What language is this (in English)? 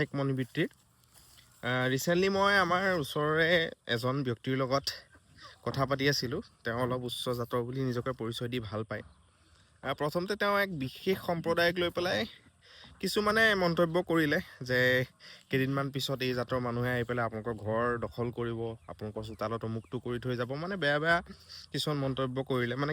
Assamese